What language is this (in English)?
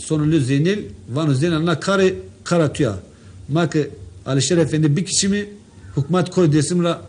Zaza